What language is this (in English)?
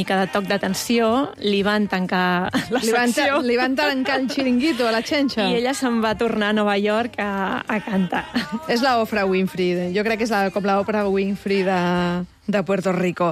Catalan